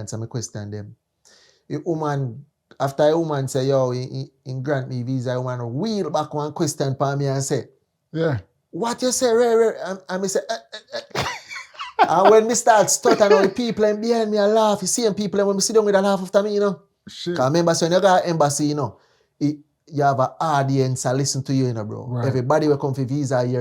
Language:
Jamaican Creole English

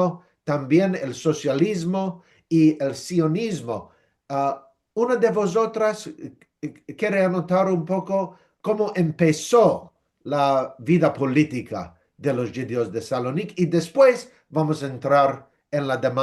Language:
Ladino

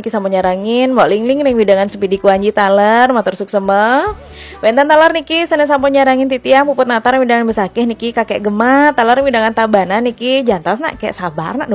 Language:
Balinese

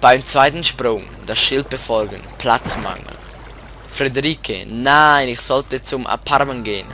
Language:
Swiss German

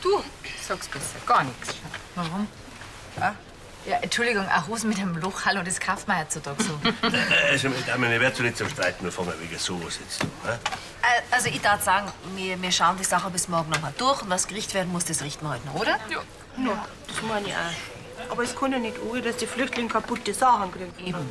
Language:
Bavarian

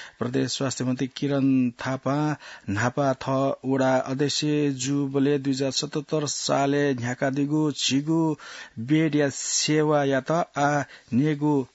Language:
Newari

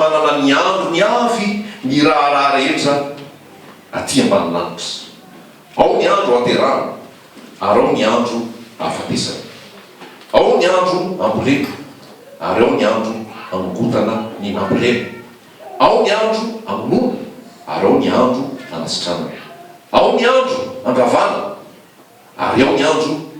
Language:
Malagasy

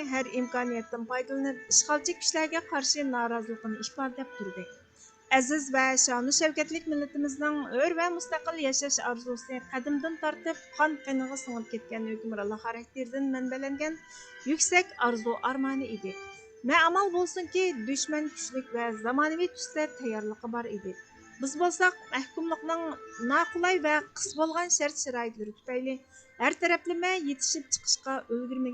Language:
Uyghur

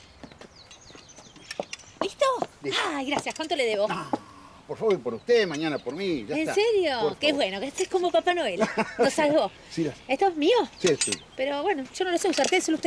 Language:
Spanish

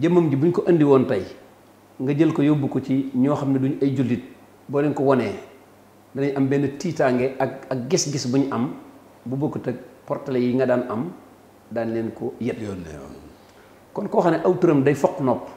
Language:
Wolof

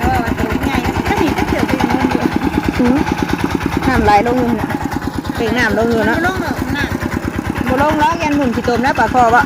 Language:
Northeastern Thai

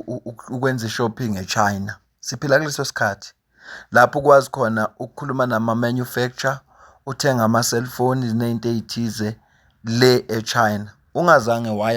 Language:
Zulu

